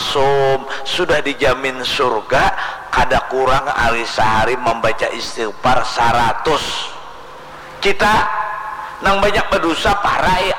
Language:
Banjar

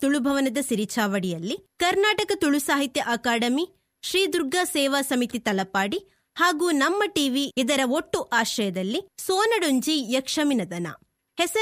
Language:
Kannada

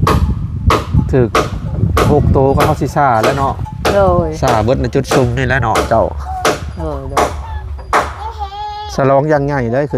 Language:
Lao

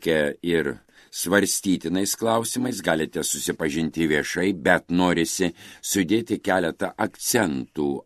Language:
Lithuanian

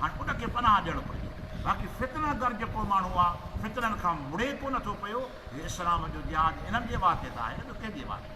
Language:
Sindhi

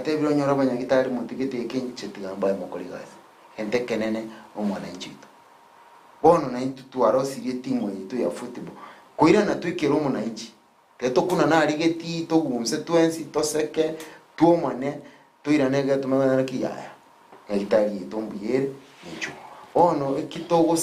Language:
Gusii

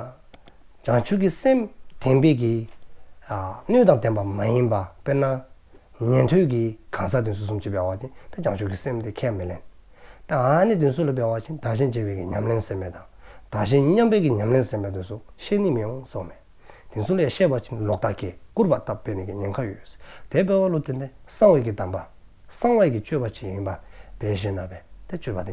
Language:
Dzongkha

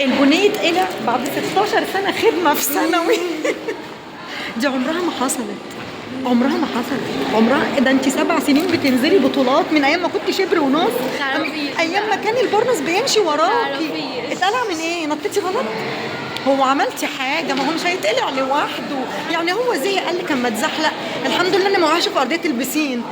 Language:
Egyptian Arabic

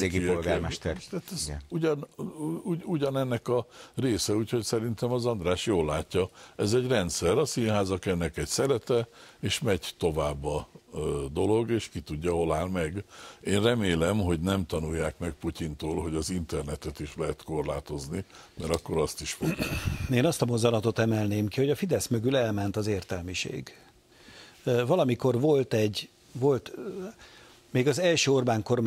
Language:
Hungarian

